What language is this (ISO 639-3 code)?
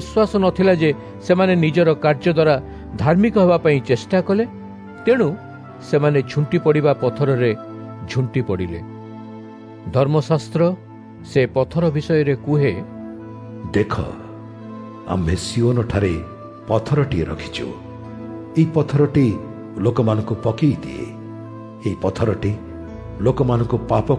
ori